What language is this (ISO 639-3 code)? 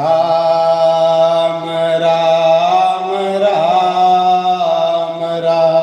doi